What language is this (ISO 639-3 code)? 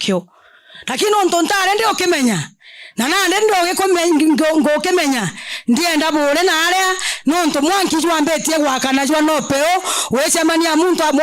mer